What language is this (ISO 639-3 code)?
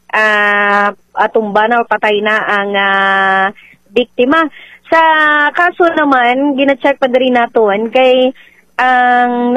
hil